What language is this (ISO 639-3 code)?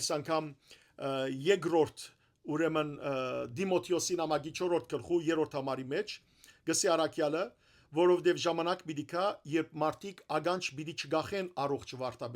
hyw